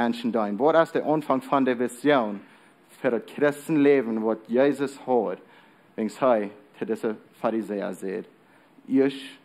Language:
Plautdietsch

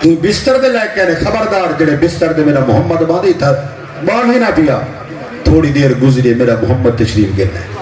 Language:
Saraiki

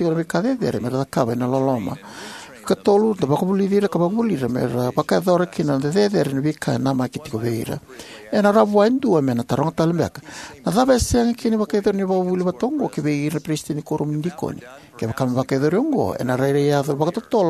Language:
Fijian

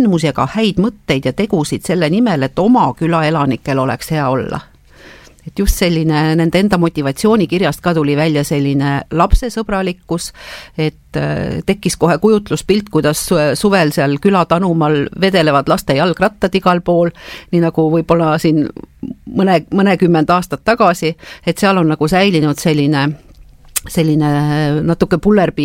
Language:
Estonian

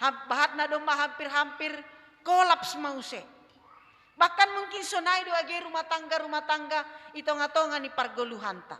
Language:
Batak Simalungun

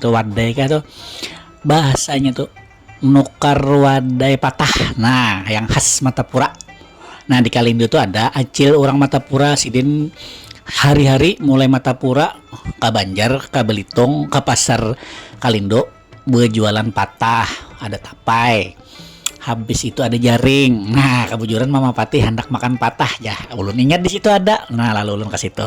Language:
Banjar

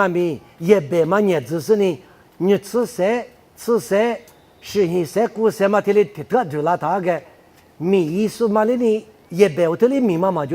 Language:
Lisu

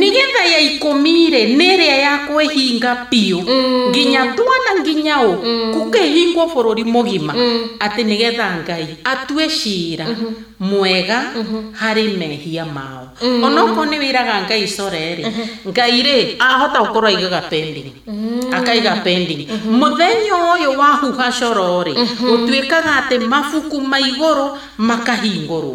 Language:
Kikuyu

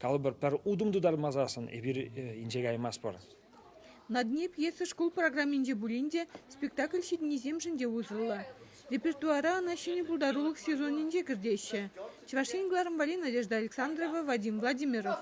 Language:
Chuvash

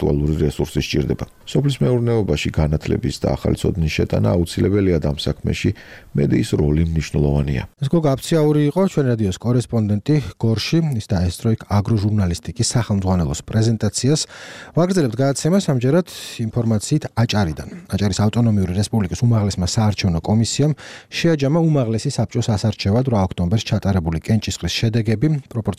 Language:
Georgian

